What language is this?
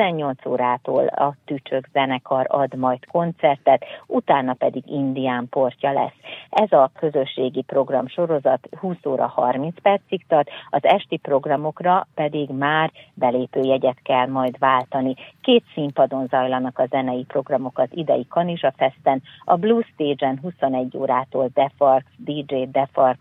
Hungarian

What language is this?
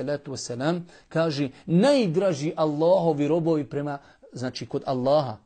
Bosnian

